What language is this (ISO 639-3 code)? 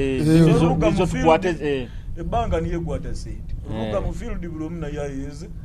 nyo